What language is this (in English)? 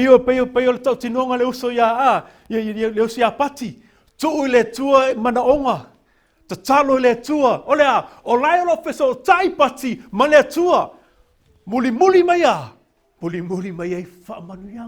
Samoan